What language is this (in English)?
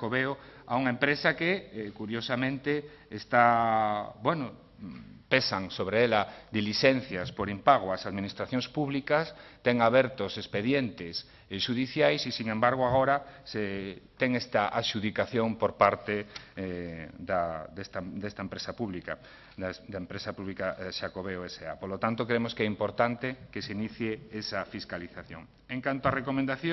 Galician